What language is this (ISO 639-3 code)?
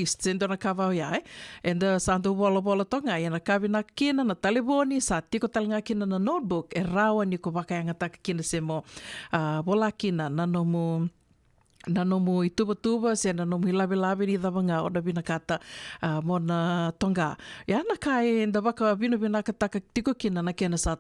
fij